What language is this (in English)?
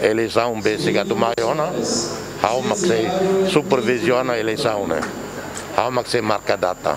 Tetum